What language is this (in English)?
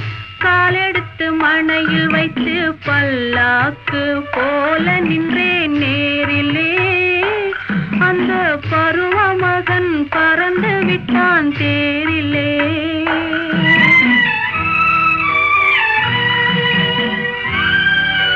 Tamil